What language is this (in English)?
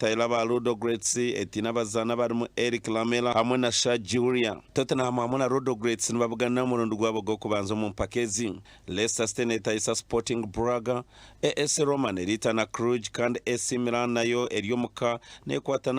Nyankole